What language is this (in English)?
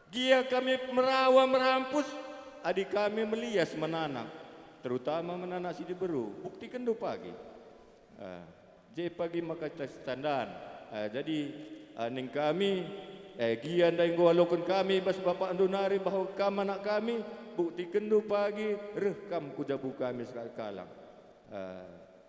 Batak Karo